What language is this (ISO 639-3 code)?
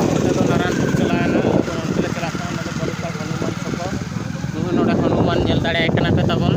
sat